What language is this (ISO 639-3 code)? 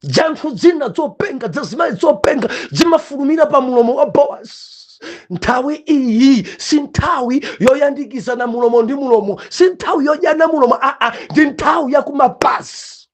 nya